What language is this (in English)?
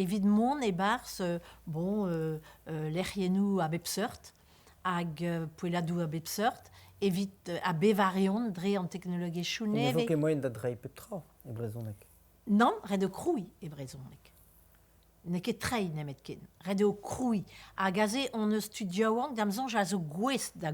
Breton